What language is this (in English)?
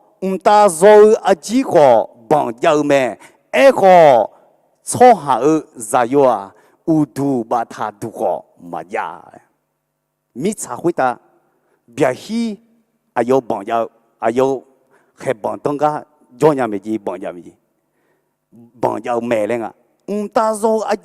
Akha